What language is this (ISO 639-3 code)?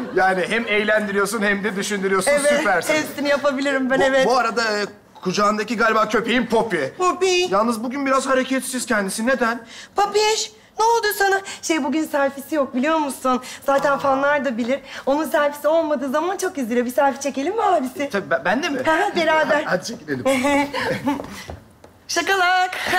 tur